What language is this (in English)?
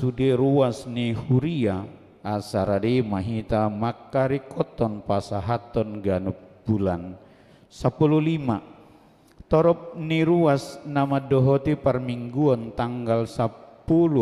Batak Toba